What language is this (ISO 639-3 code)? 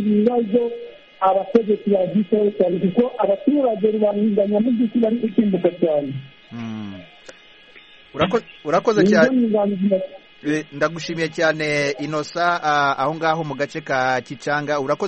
kin